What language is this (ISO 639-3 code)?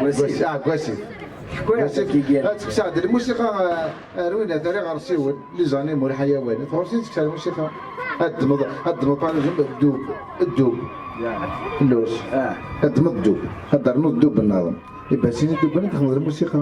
kab